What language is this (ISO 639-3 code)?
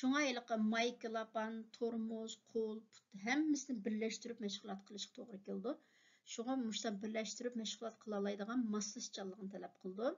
uig